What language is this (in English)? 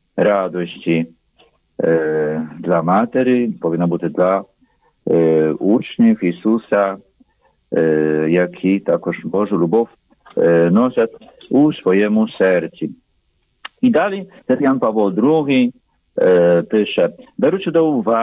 Ukrainian